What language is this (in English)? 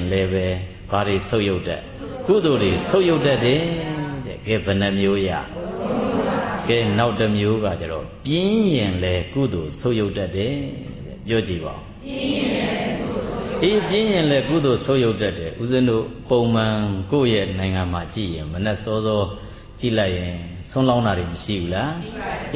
Burmese